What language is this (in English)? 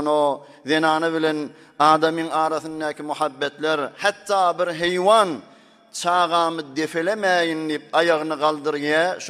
Turkmen